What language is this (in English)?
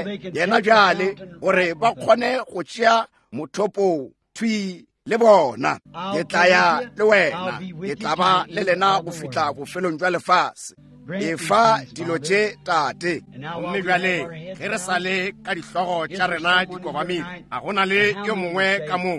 Northern Sotho